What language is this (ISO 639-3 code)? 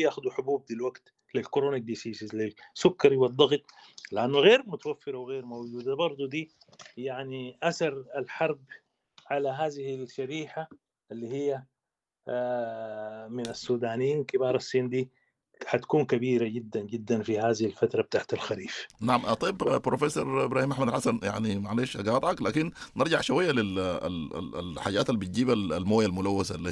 apd